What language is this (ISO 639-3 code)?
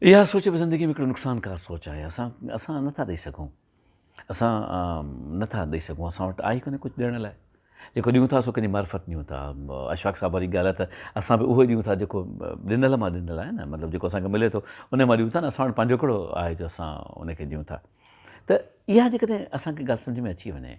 snd